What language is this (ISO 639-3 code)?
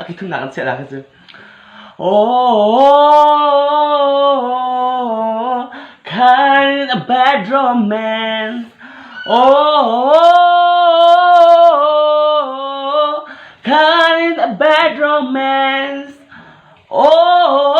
cnh